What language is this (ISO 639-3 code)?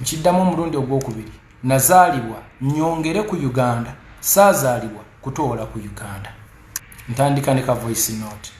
lug